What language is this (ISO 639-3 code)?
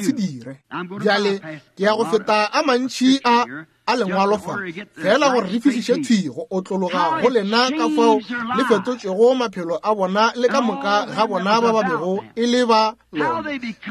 nso